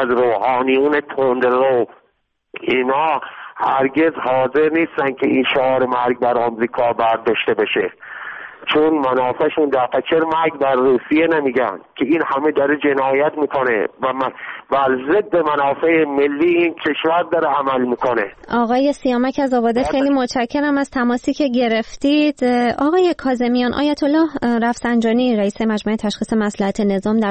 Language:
Persian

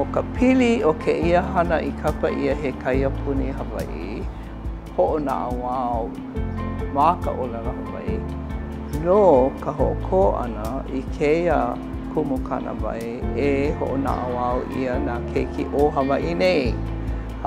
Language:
Hawaiian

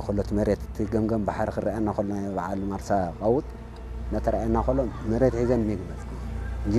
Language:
Tigrinya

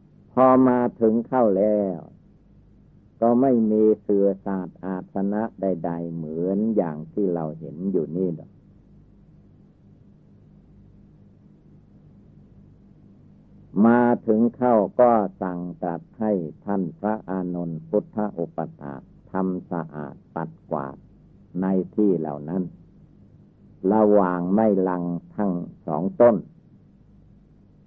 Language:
Thai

